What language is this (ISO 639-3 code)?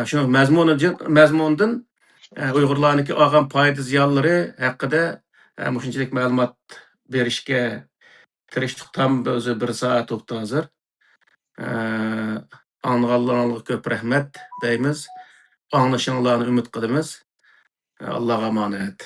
uig